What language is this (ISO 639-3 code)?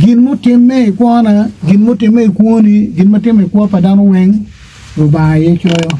ach